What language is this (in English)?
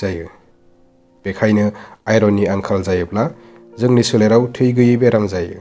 Bodo